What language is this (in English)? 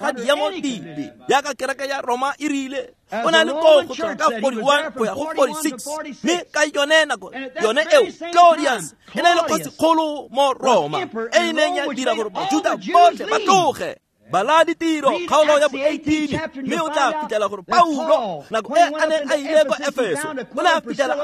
Tswana